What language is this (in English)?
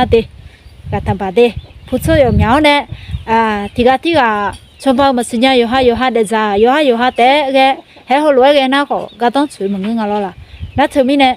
Akha